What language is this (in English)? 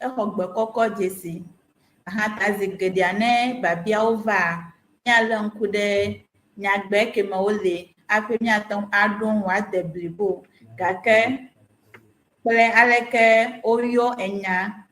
Ewe